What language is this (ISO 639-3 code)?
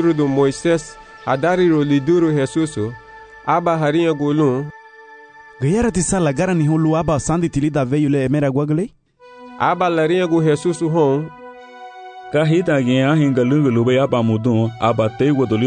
cab